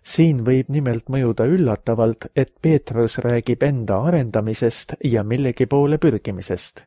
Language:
Estonian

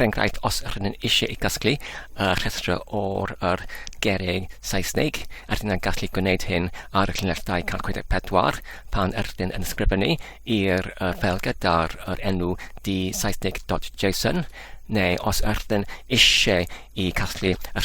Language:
Welsh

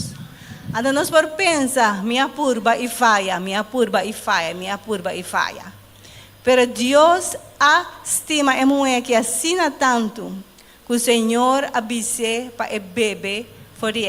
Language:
Papiamento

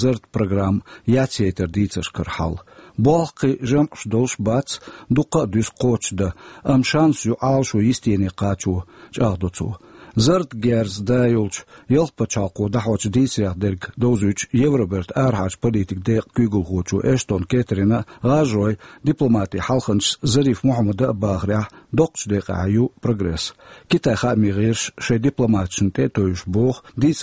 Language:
Chechen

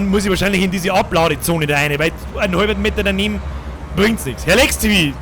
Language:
Bavarian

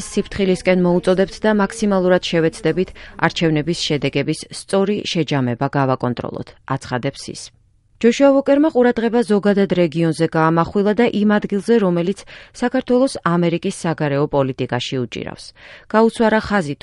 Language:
Georgian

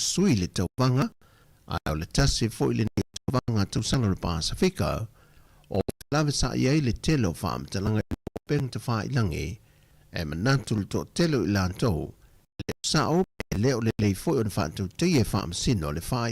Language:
Samoan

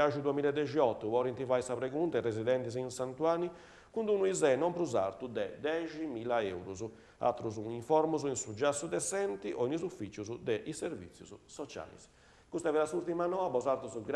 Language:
Sardinian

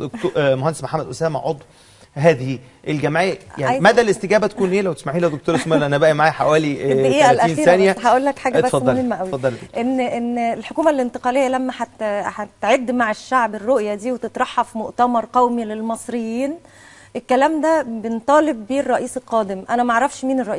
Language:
Egyptian Arabic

